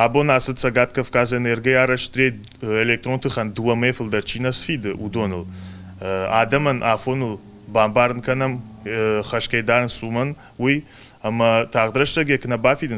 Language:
Ossetic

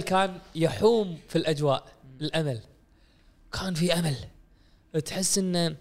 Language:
Gulf Arabic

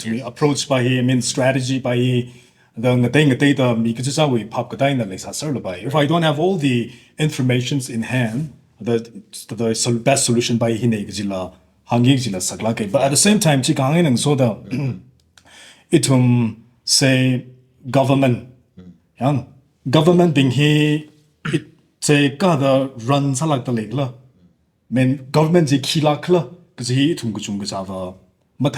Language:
Tangkhul Naga (India)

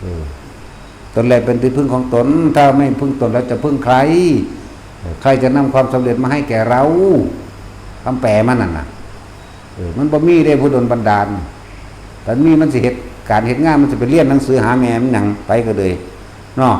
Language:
Northeastern Thai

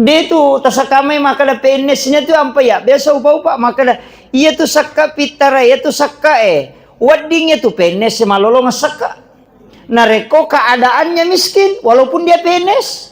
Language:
Buginese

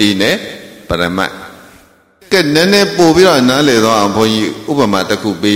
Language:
Burmese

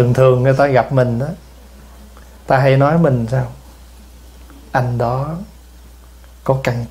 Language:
Vietnamese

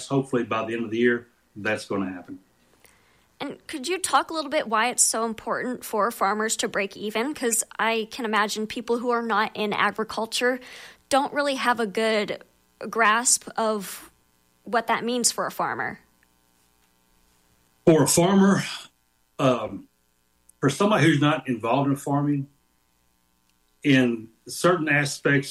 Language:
English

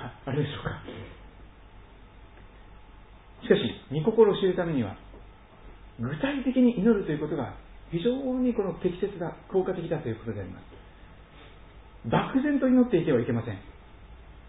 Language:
Japanese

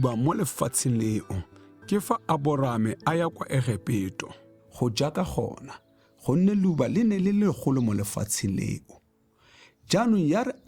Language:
Tswana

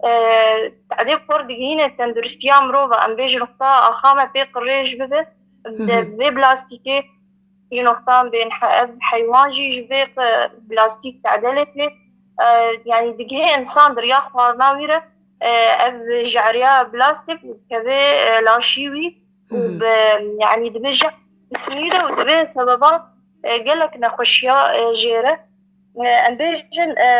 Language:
Kurdish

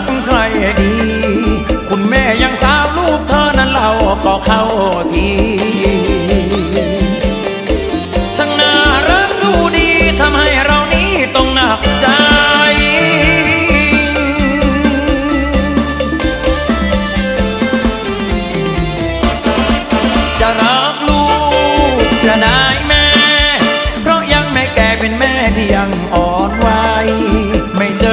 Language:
Thai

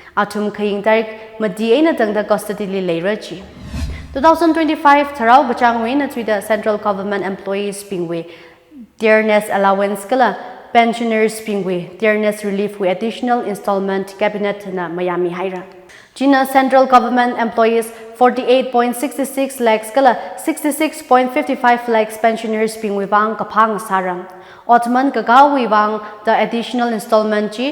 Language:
Tangkhul Naga (India)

